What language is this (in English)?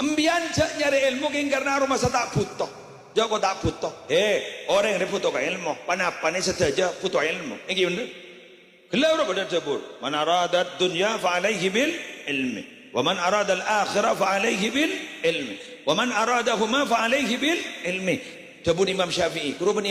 Madurese